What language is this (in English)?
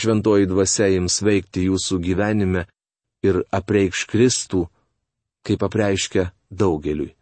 Lithuanian